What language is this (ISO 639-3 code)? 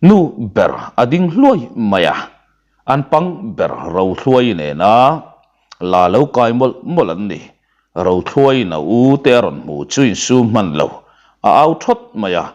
lus